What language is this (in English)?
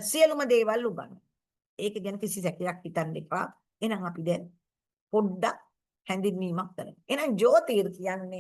Sinhala